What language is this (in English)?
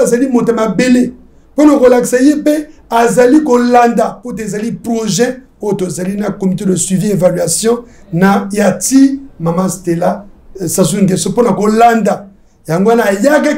Lingala